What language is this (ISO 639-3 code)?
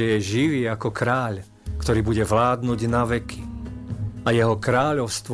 slk